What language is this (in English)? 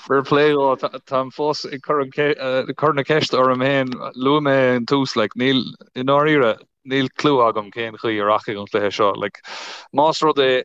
Irish